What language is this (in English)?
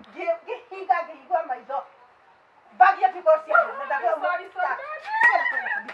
Kikuyu